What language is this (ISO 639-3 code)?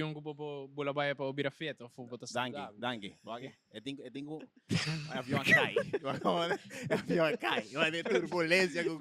pap